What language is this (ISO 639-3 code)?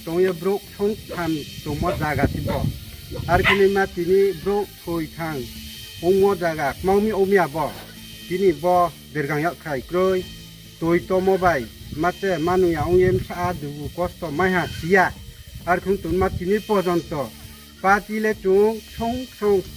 ria